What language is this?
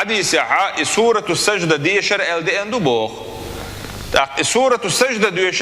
Chechen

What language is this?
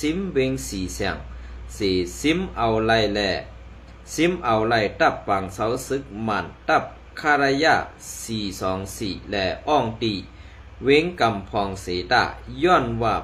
Shan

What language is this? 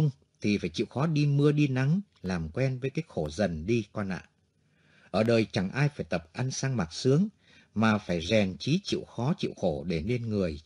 Vietnamese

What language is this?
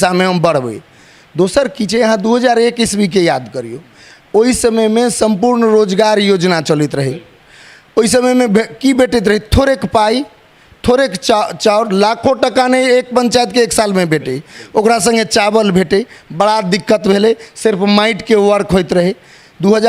Maithili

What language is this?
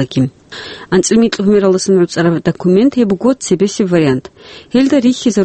Avaric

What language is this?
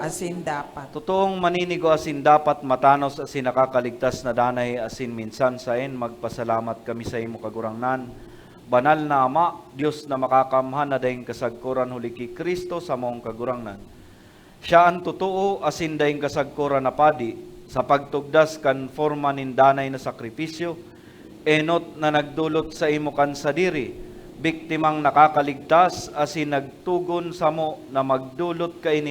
Bikol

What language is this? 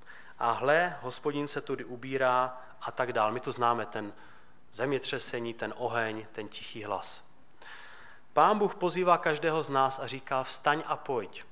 Czech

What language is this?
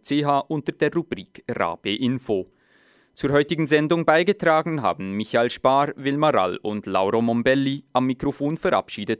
German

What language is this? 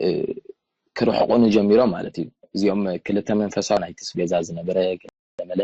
Tigrinya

